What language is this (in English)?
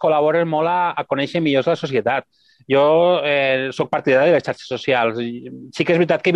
Catalan